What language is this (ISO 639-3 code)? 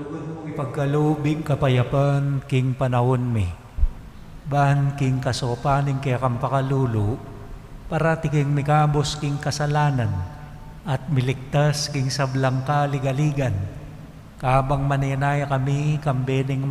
pam